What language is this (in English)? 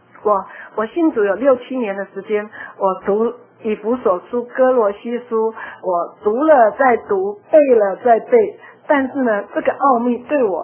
Chinese